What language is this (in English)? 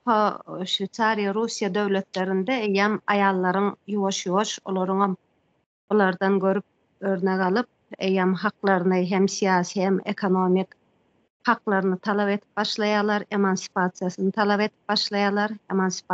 Turkmen